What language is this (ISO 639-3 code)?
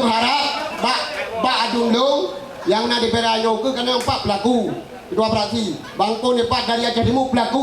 ace